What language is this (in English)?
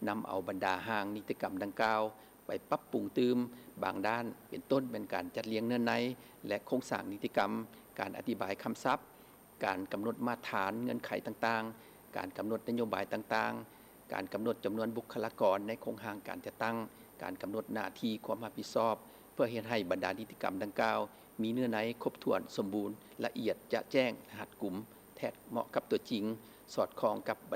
Lao